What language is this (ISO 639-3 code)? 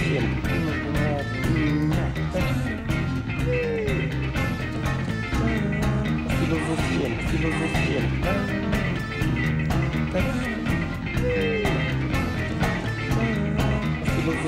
cat